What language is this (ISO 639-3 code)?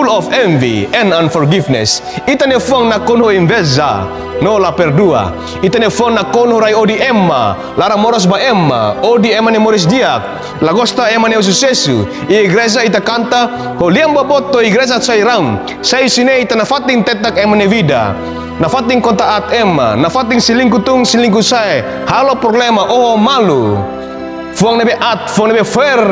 tet